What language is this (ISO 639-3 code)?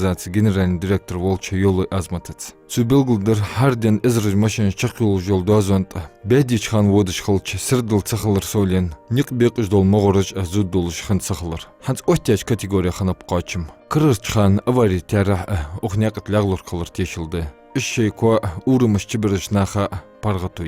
inh